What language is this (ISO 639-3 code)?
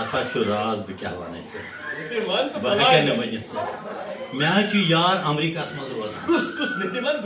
kas